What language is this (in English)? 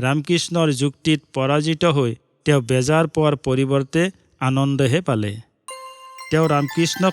Assamese